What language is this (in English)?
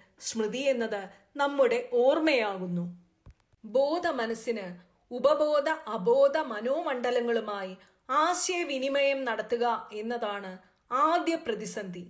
Malayalam